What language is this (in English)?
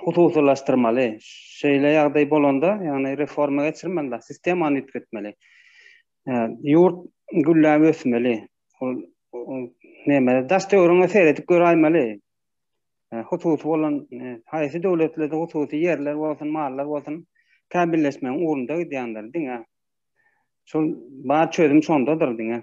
Turkmen